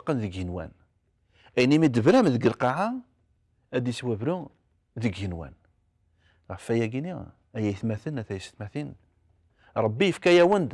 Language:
Kabyle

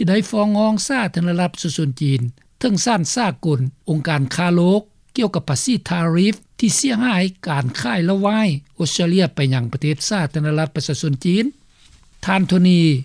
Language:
Lao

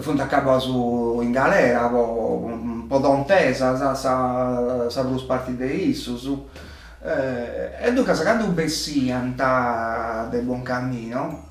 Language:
Sardinian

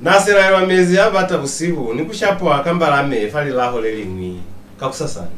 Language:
Lozi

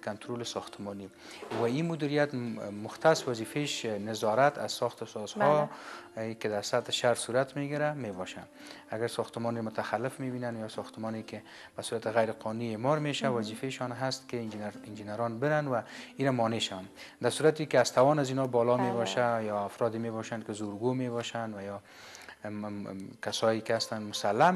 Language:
Persian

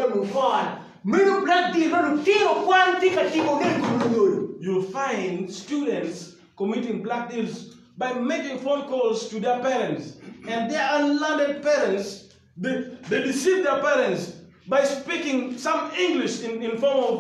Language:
Acoli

